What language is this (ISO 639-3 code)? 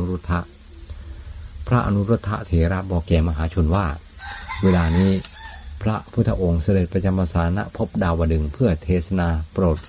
tha